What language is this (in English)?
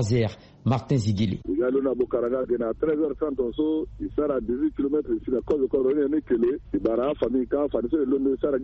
Sango